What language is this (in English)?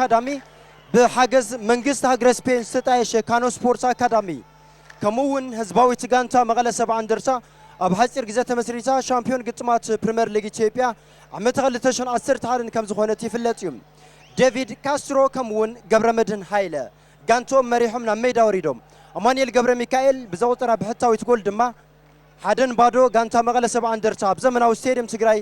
Tigrinya